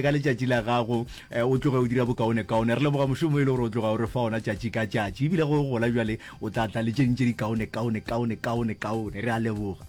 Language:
Northern Sotho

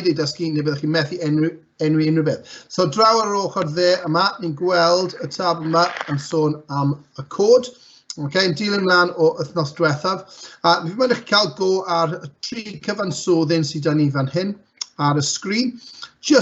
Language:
Welsh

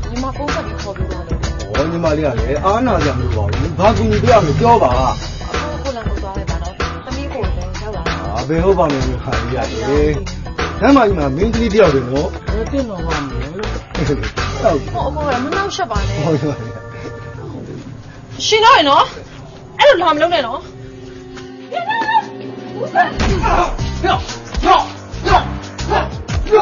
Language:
Burmese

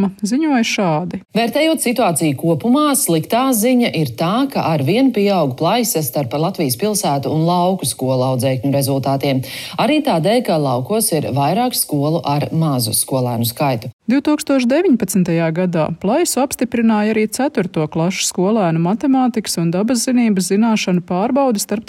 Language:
Latvian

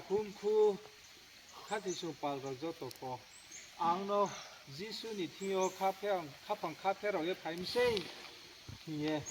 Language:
Riang (India)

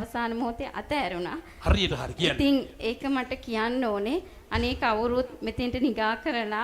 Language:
Sinhala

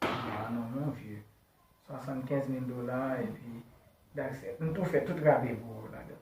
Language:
Haitian Creole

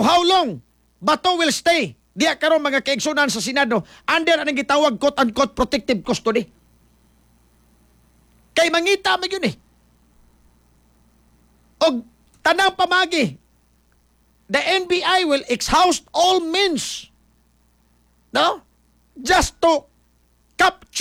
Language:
Cebuano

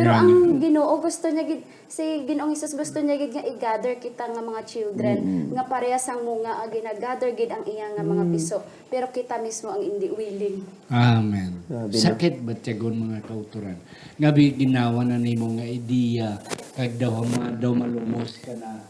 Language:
Hiligaynon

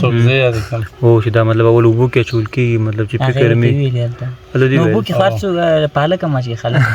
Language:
Pashto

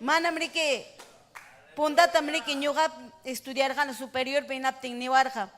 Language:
Ayacucho Quechua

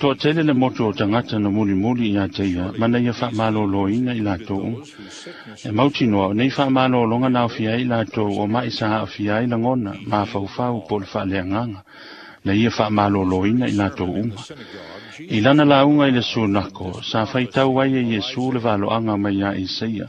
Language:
Samoan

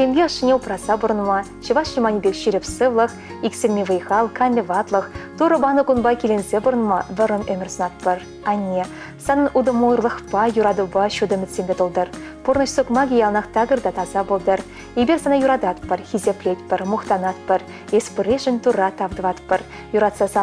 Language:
Chuvash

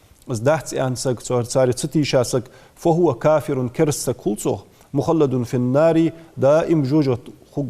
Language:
Ingush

